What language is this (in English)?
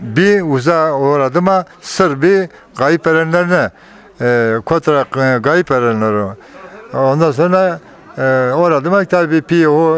Zaza